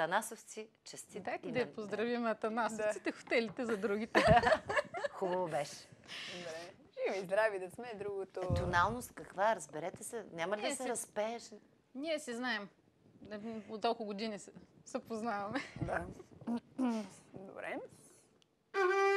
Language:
Bulgarian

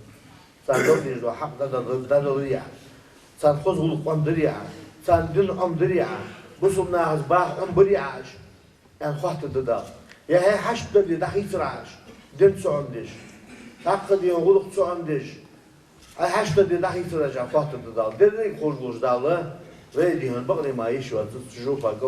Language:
Ingush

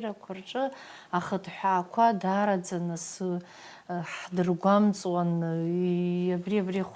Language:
Abkhazian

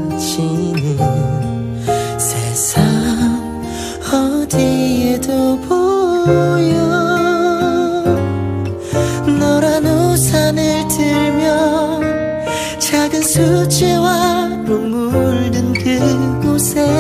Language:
Korean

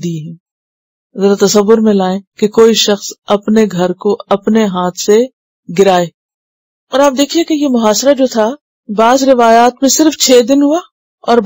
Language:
Urdu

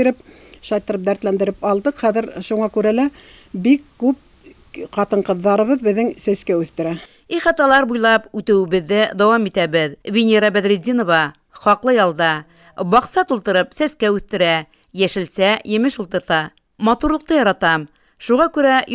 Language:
Bashkir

